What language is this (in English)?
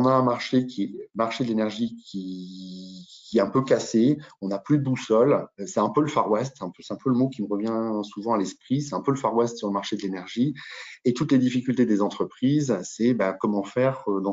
French